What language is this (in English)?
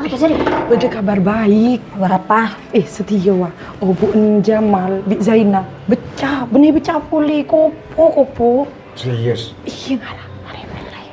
Madurese